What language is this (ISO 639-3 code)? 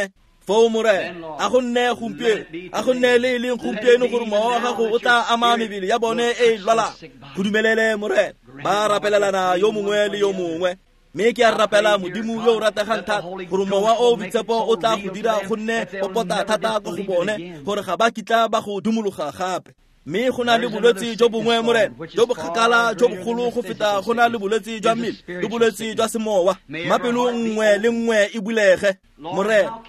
tsn